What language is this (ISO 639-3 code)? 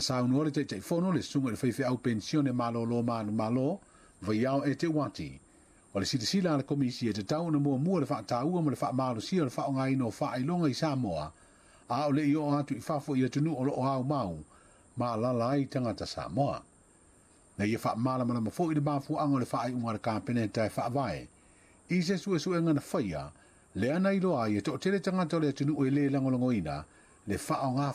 smo